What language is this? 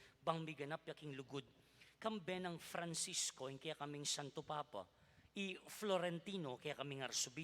Pampanga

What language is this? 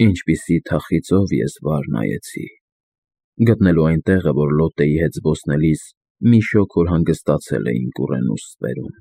Armenian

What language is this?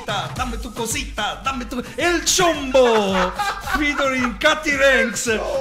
Italian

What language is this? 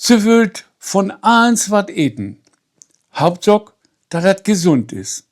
Low German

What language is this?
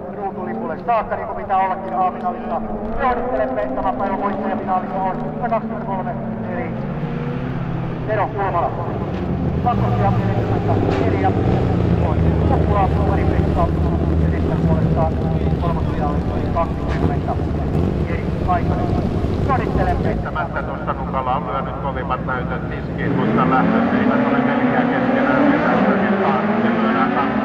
Finnish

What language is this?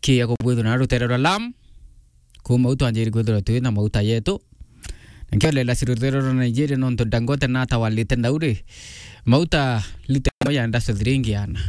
Meru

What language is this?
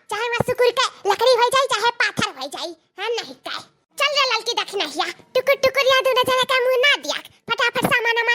Awadhi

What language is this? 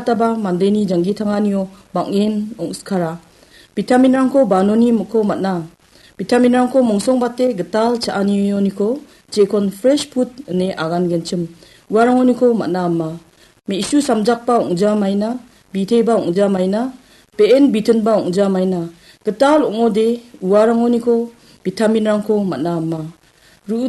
Garo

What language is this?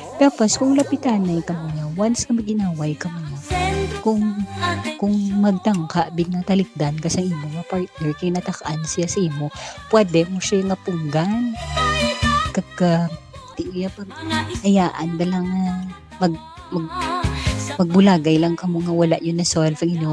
Hiligaynon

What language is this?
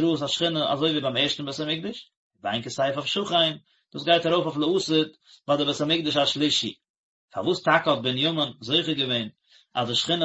Yiddish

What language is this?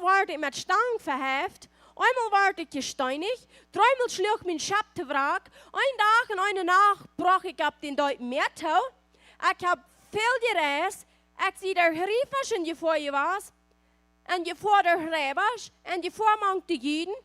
Plautdietsch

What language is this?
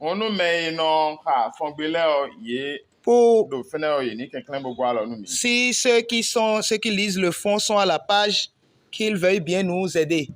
Fon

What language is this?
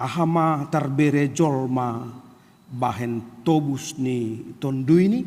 Batak Simalungun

